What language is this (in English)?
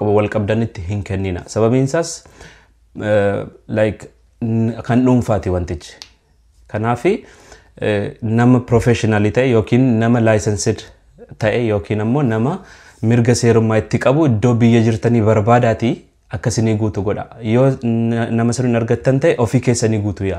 Oromo